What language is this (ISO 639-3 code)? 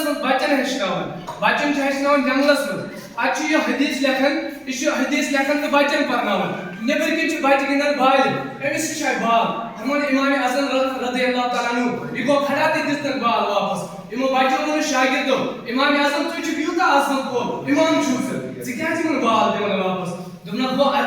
kas